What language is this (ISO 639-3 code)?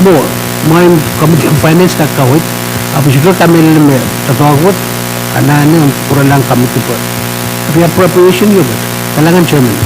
pon